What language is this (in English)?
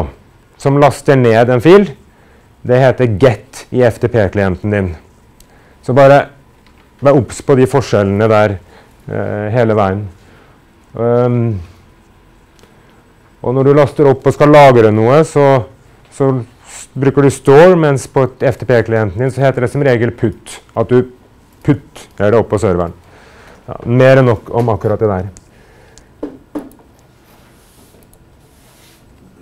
Norwegian